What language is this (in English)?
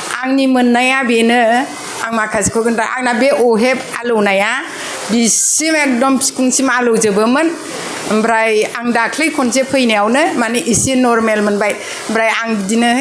Bodo